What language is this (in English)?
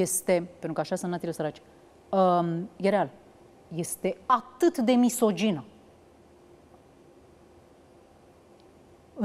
Romanian